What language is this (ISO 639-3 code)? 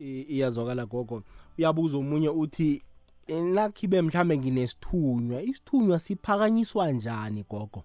nbl